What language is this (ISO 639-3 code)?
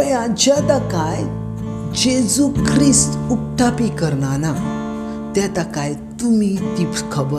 kok